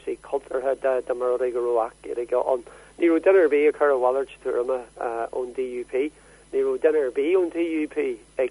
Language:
Irish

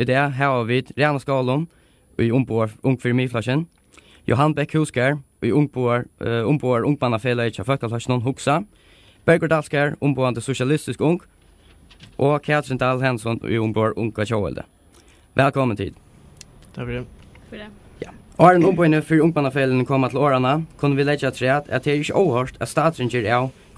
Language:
Faroese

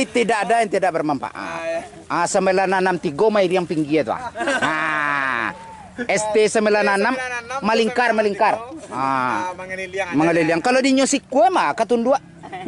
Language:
Minangkabau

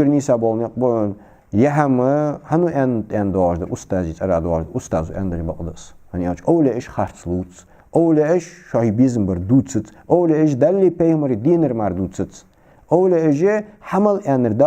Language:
Ingush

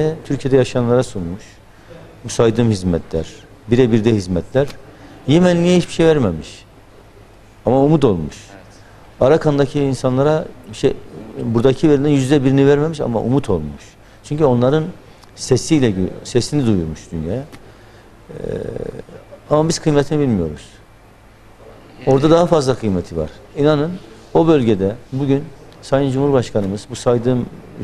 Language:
Turkish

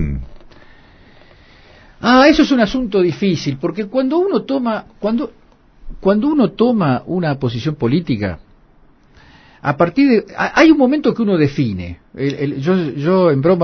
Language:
Spanish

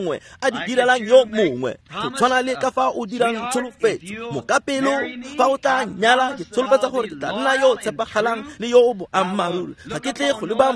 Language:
Tswana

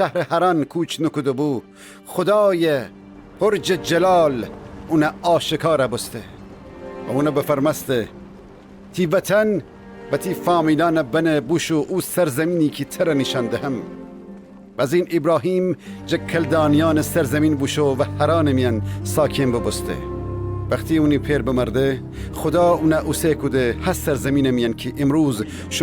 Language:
Gilaki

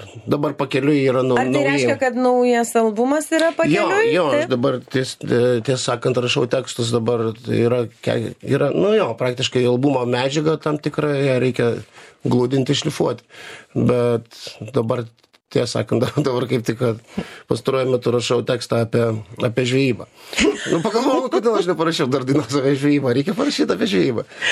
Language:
Lithuanian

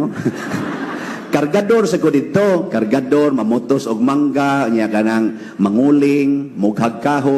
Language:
Cebuano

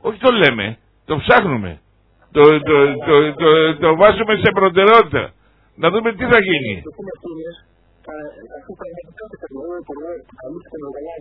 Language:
Greek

